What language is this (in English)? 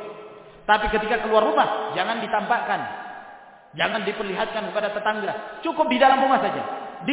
Indonesian